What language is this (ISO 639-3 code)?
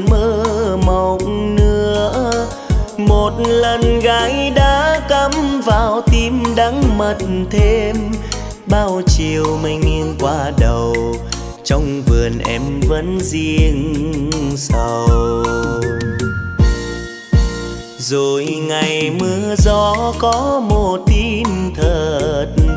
vie